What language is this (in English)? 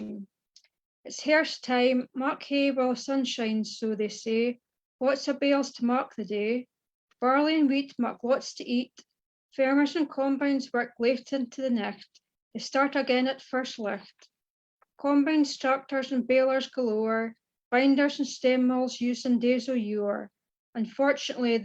Scots